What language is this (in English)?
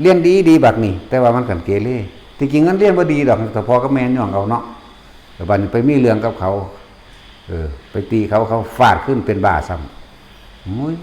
Northeastern Thai